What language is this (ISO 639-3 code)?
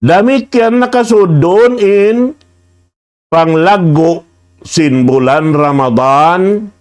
tsg